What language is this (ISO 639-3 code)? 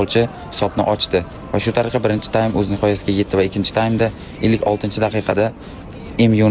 uzb